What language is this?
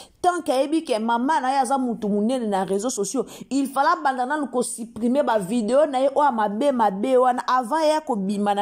Lingala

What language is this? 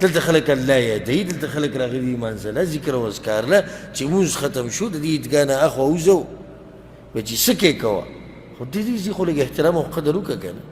Pashto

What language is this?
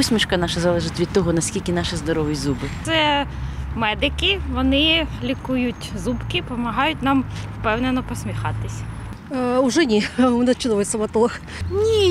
Ukrainian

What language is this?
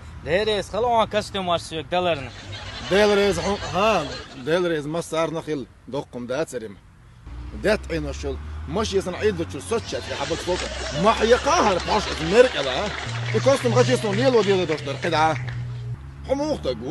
Chechen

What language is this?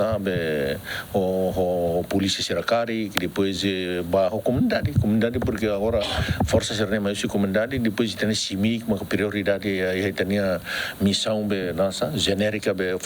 Tetum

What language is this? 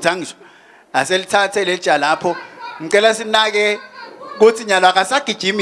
Swati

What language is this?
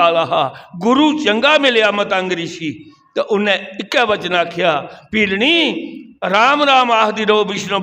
Dogri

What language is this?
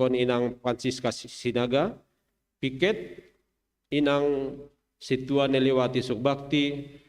Batak Simalungun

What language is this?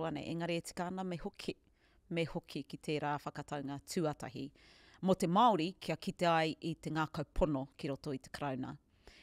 Māori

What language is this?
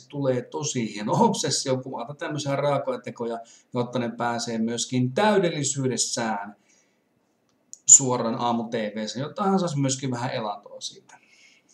Finnish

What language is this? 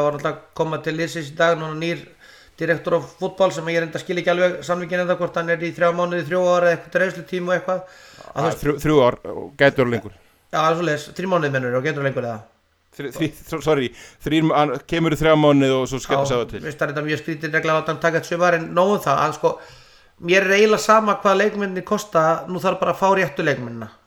Icelandic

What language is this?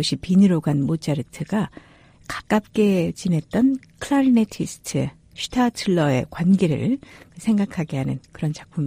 Korean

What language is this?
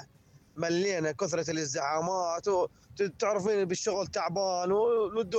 Mesopotamian Arabic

